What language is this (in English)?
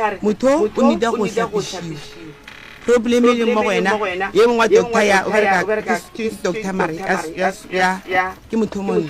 Northern Sotho